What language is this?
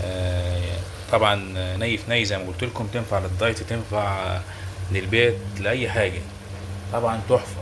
Egyptian Arabic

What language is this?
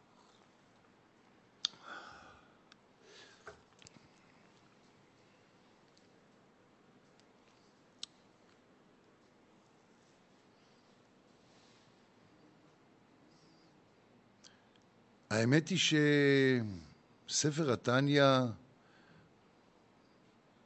Hebrew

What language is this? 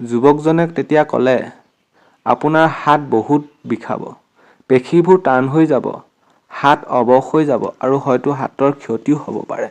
Assamese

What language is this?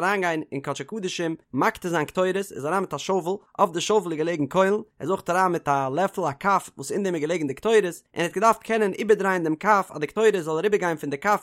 Yiddish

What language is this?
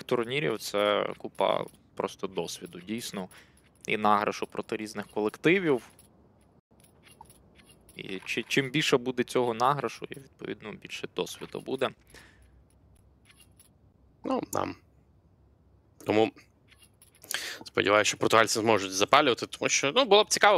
Ukrainian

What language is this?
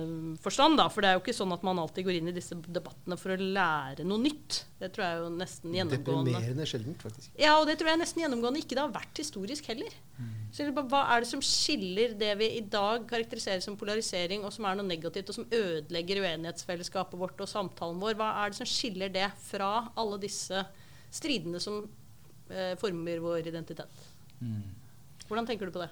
Norwegian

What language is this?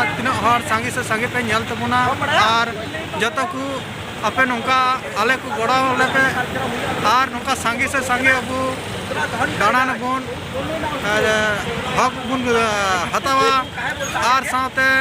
Santali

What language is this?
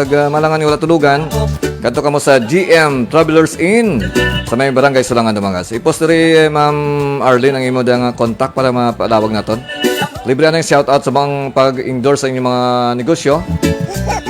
Hiligaynon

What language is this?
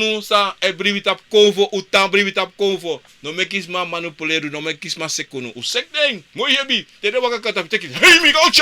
Sranan Tongo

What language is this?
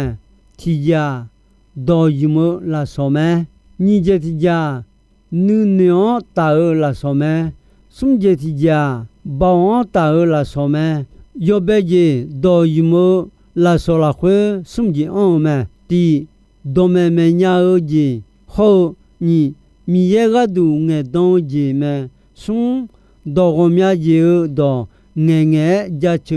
Akha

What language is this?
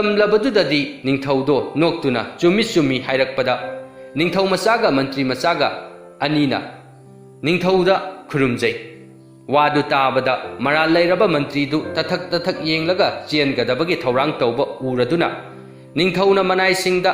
Manipuri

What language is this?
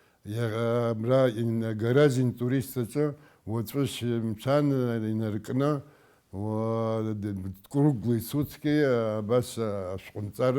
Abkhazian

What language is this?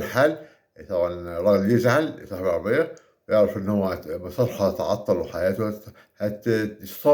Egyptian Arabic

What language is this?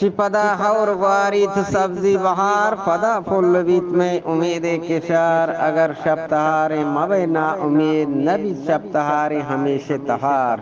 Eastern Balochi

